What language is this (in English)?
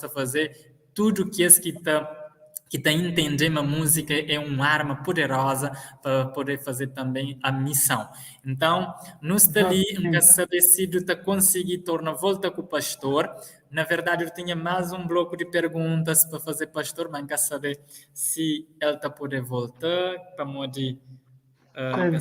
Kabuverdianu